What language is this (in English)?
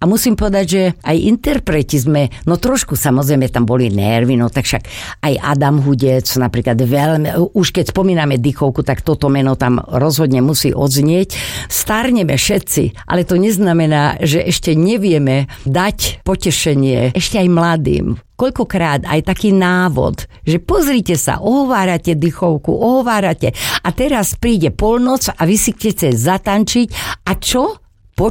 Slovak